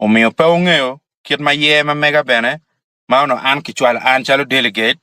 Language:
Acoli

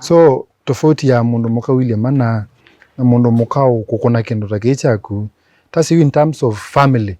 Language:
Kamba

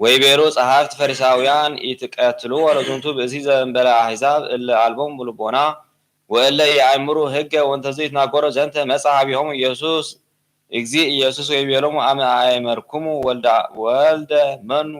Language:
Geez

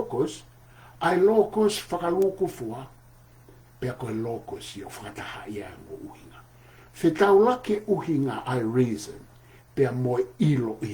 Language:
Tongan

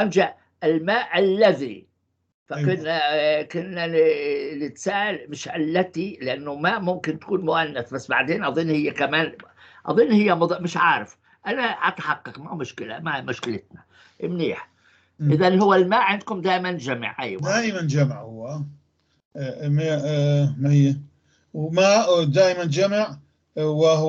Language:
North Levantine Arabic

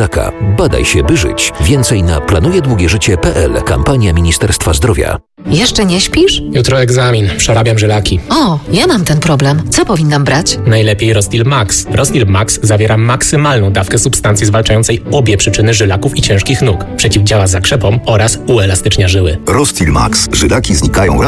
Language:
Polish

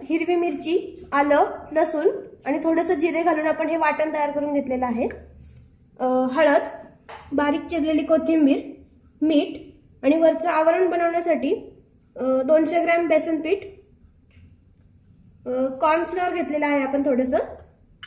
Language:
Marathi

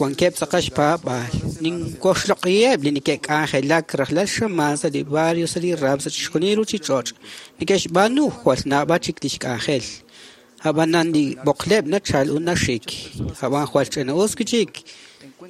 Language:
Kekchí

